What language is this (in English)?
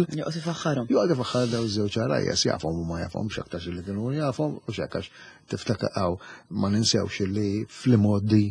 Maltese